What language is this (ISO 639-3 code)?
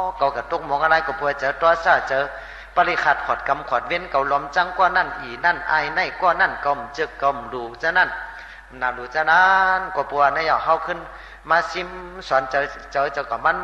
shn